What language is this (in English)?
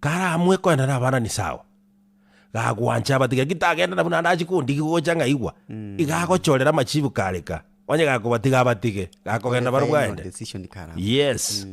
Gusii